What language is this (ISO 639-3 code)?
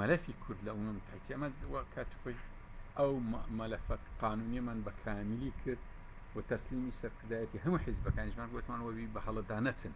ckb